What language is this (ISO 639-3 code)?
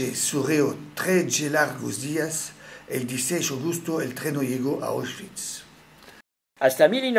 lad